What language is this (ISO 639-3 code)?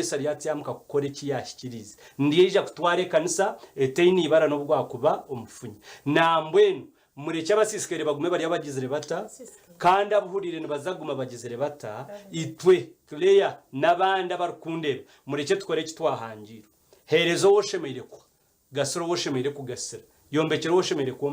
nyn